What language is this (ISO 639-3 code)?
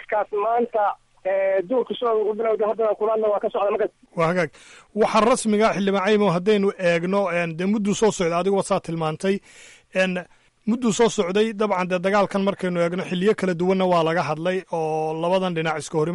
som